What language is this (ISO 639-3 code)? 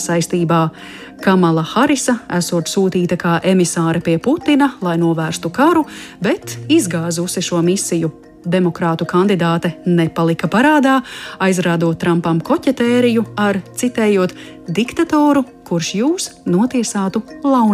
lav